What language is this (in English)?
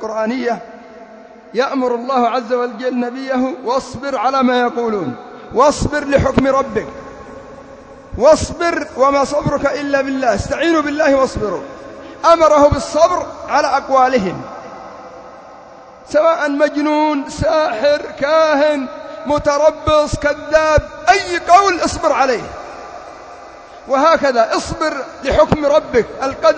Arabic